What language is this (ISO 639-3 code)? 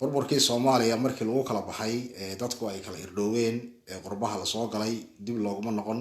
som